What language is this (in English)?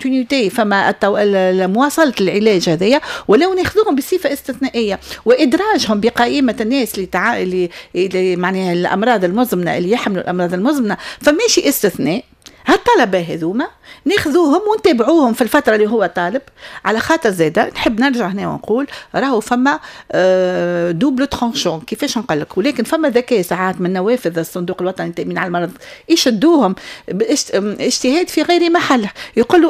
Tunisian Arabic